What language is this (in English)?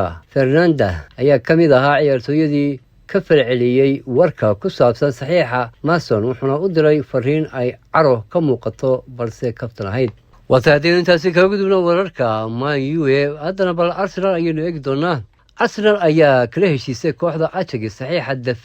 Somali